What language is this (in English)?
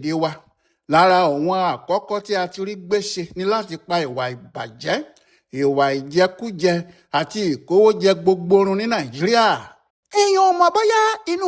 Yoruba